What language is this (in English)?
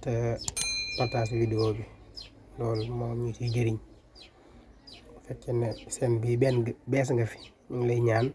Wolof